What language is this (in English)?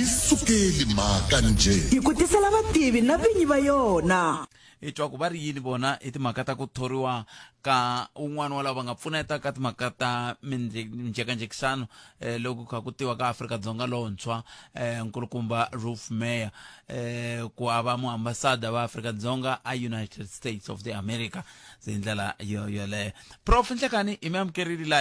Tsonga